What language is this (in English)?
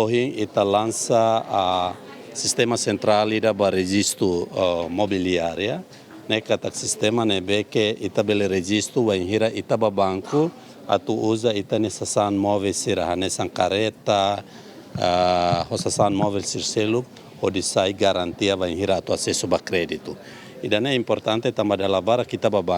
Tetum